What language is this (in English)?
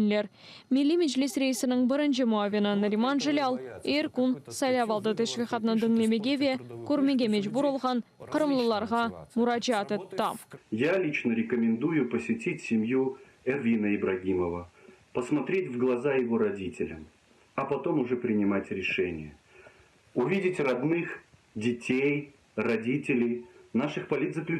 Crimean Tatar